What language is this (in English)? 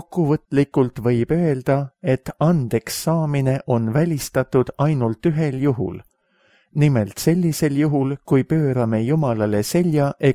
Estonian